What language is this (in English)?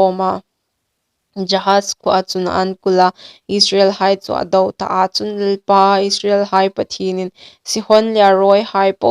Hmar